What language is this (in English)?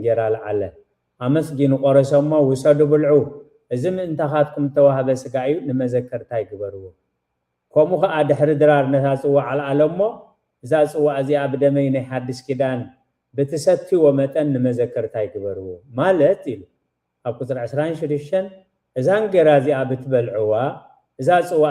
Tigrinya